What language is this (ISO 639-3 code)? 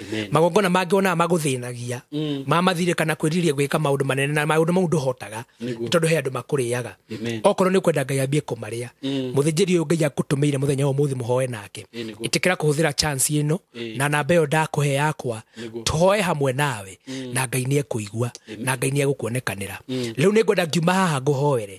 kik